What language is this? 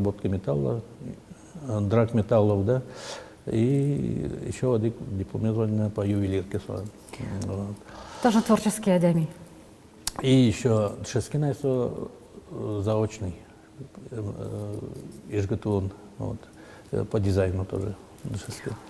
Udmurt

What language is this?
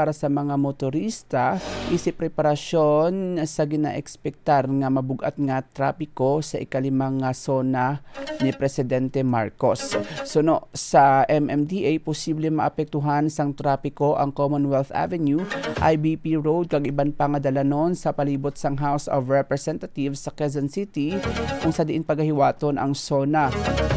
Hiligaynon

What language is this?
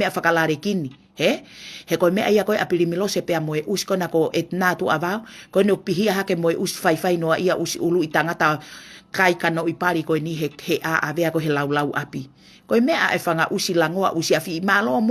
Tongan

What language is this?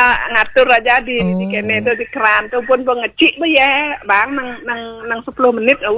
Balinese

